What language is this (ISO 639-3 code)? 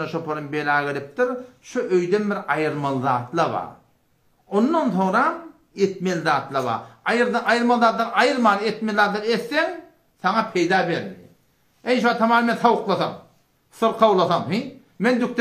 tuk